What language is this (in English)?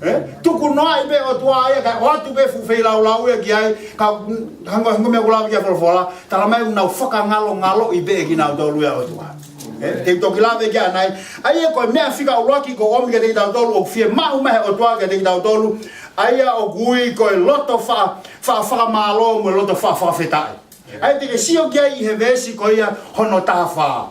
Tongan